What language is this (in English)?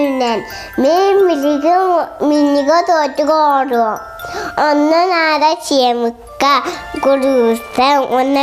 Yakut